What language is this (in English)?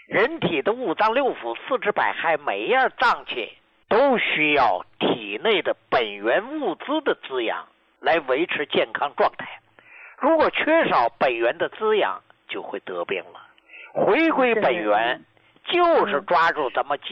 Chinese